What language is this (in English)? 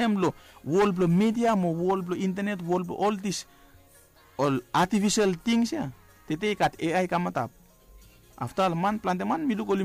Bislama